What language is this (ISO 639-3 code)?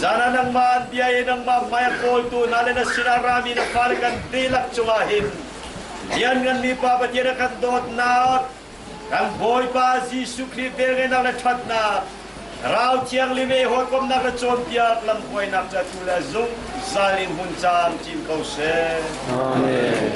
cnh